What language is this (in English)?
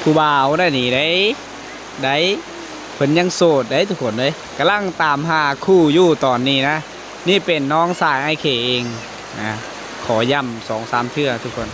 Lao